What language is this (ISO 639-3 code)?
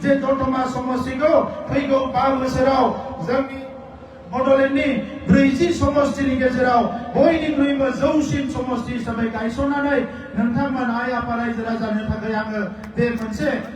brx